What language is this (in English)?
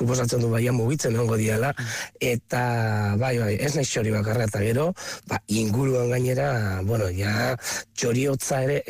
Basque